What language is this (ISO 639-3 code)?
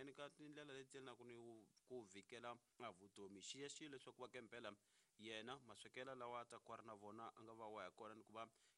tso